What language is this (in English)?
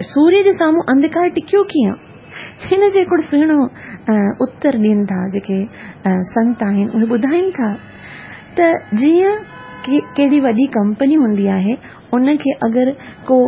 Sindhi